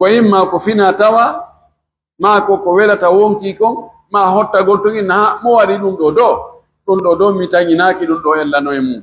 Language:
Pular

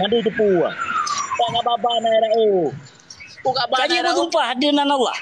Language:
Achinese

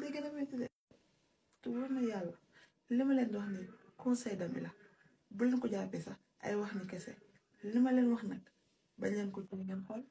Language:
Wolof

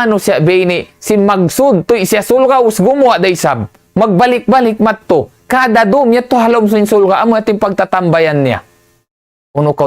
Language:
Tausug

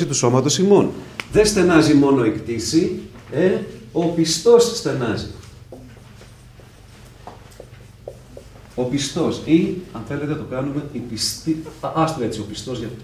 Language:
Greek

